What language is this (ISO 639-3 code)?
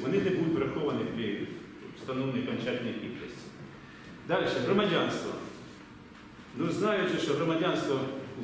ukr